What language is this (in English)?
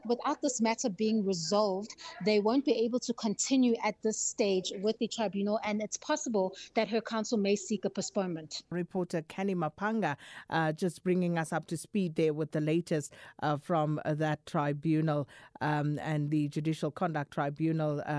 English